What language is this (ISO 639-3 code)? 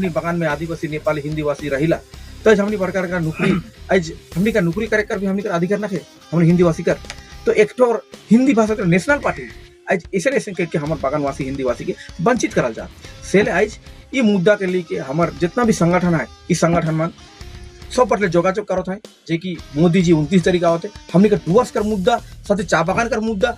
sck